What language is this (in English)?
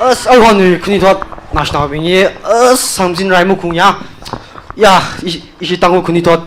Tangkhul Naga (India)